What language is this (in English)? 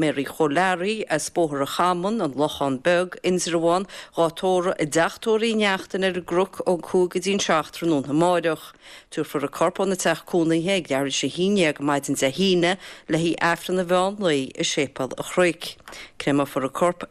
Irish